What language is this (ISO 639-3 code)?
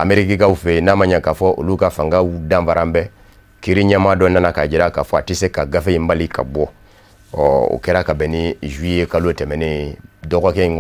bam